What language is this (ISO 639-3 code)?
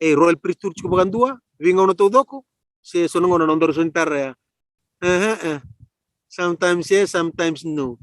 fij